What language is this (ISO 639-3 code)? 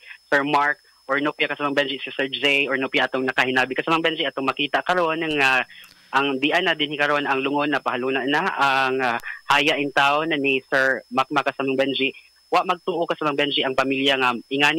ceb